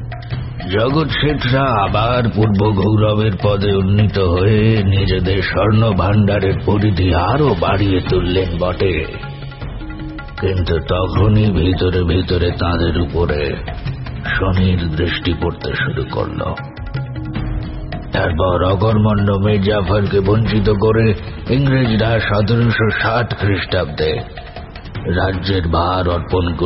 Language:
Bangla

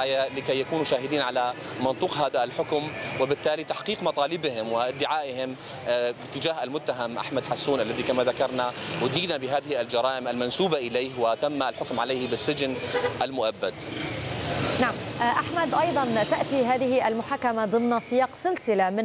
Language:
Arabic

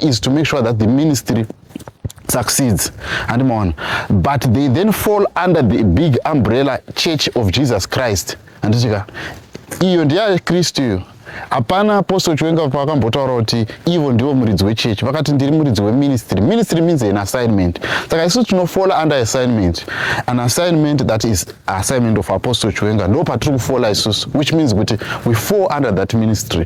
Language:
Shona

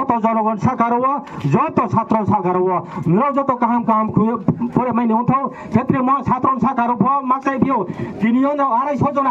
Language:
Riang (India)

